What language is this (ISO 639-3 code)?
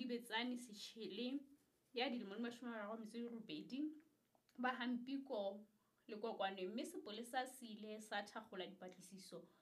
sot